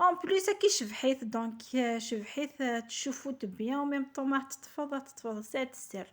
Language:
Kabyle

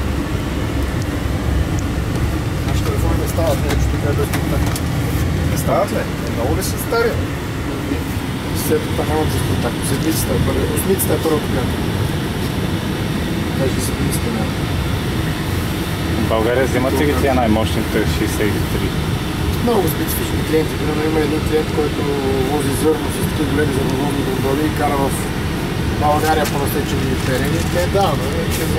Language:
Bulgarian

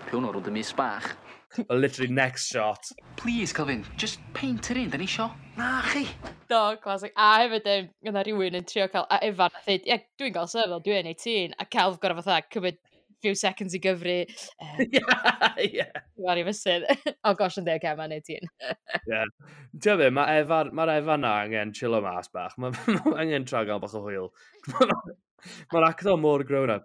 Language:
Welsh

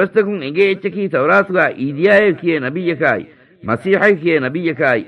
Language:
Divehi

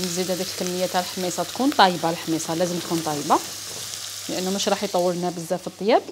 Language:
Algerian Arabic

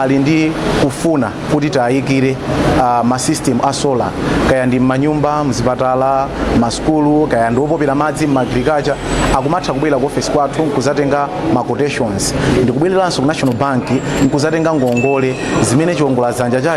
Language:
Nyanja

